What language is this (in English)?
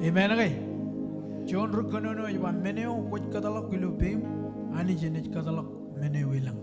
Marshallese